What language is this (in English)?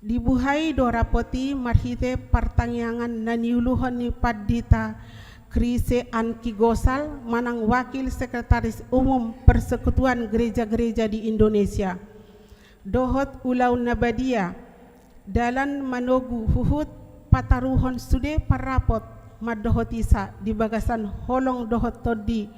Batak Toba